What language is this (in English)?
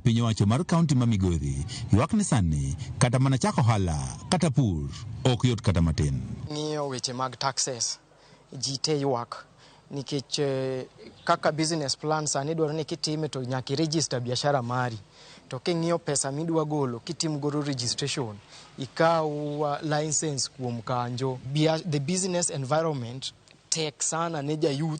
Luo (Kenya and Tanzania)